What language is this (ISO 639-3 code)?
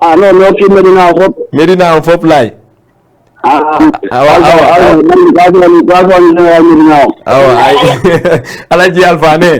ful